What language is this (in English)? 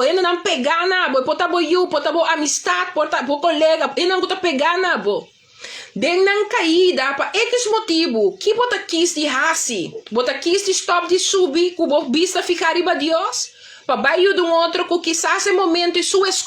Papiamento